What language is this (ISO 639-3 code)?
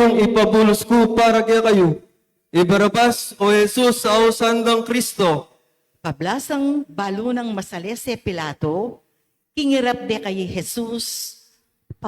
pam